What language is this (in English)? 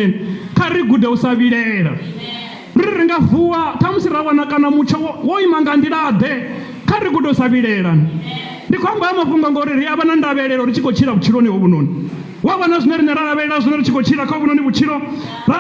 Venda